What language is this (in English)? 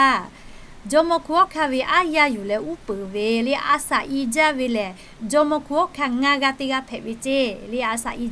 Lahu